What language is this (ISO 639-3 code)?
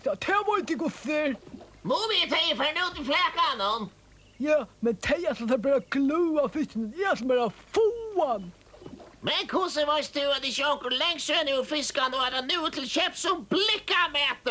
fao